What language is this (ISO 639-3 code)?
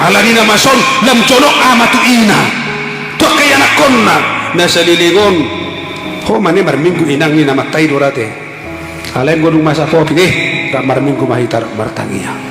bbc